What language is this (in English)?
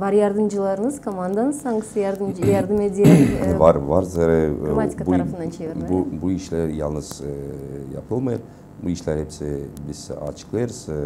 Gagauz